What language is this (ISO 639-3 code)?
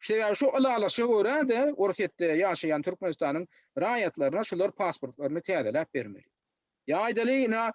tuk